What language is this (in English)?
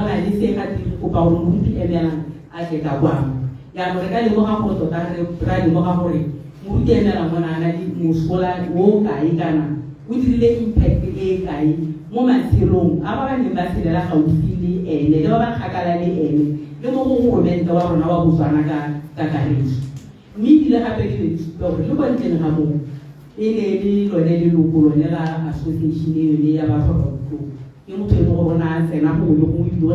Tswana